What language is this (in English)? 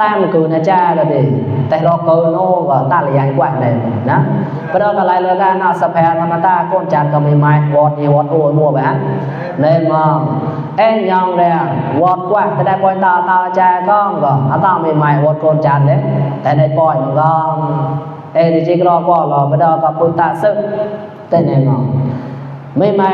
Mon